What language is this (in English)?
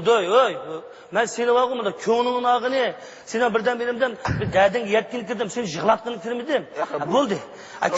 Uyghur